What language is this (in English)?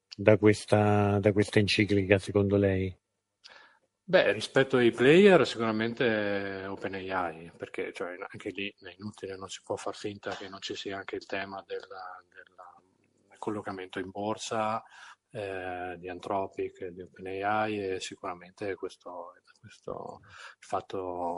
Italian